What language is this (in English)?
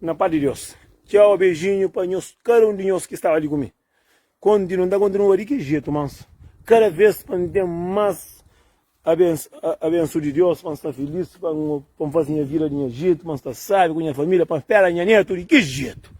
Kabuverdianu